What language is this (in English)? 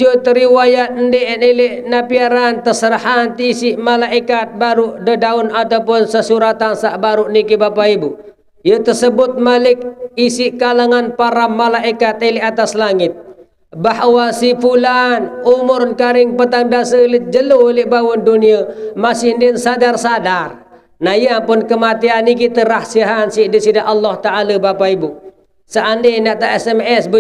Sasak